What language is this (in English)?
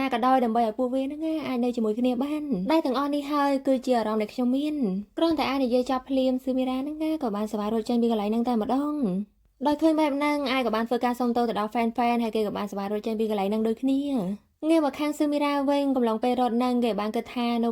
Khmer